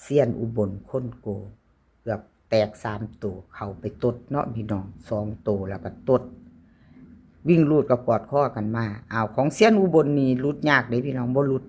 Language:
Lao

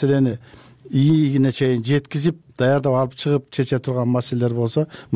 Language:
Kyrgyz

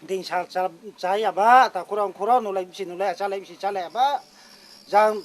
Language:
Riang (India)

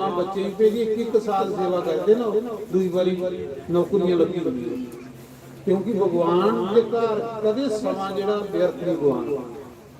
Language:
Dogri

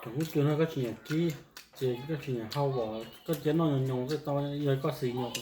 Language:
Hmong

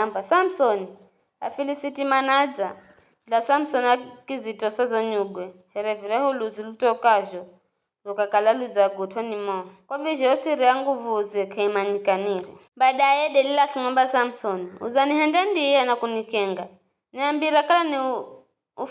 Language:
Giryama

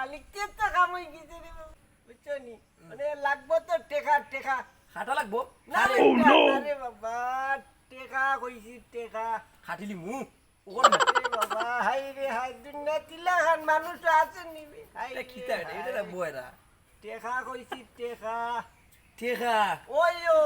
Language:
Sylheti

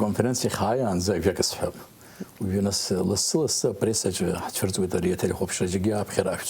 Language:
Abkhazian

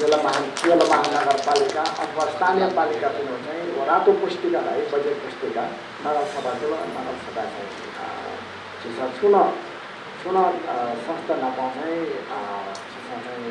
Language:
Newari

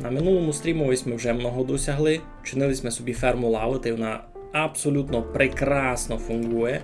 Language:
Rusyn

